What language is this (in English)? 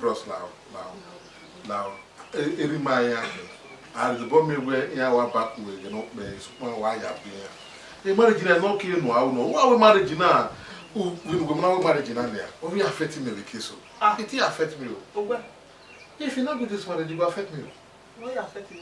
Bini